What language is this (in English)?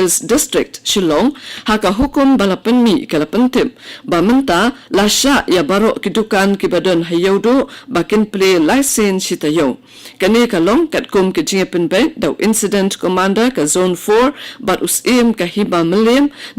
Khasi